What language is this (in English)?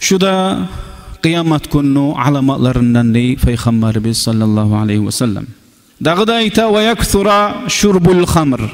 Kumyk